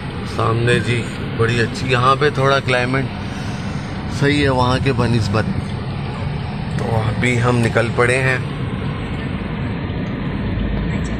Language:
Hindi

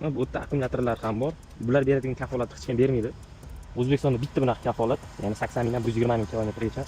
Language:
Uzbek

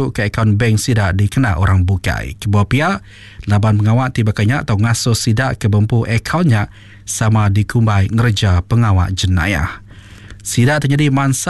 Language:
Iban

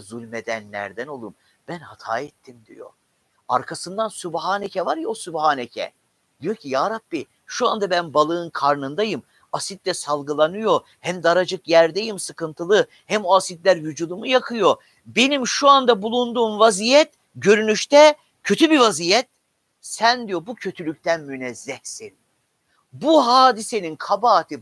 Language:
Turkish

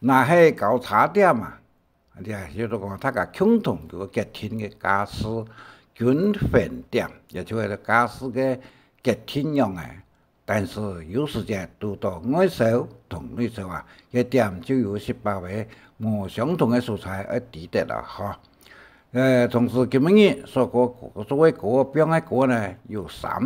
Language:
Hakka Chinese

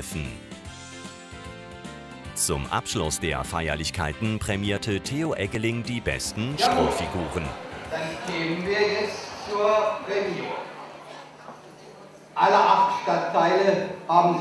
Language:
German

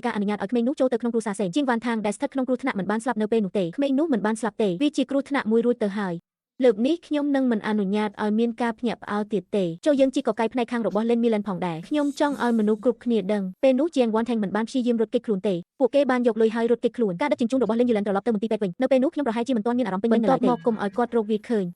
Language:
Khmer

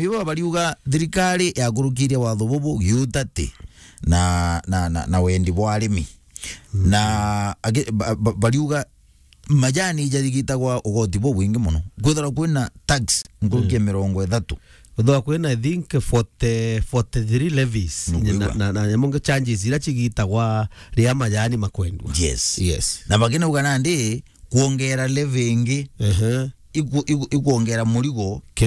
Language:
Meru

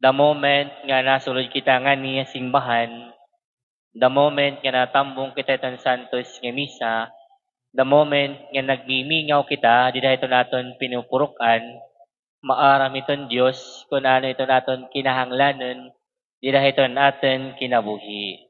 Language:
Waray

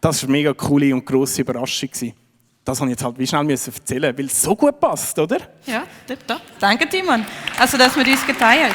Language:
Swiss German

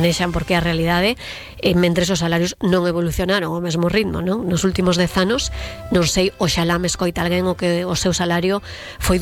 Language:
Galician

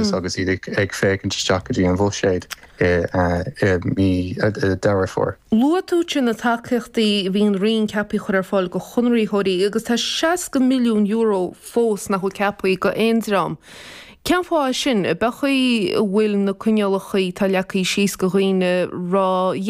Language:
Irish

